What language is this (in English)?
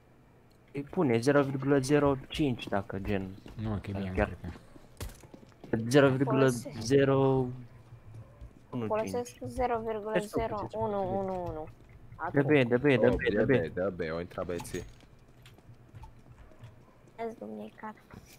Romanian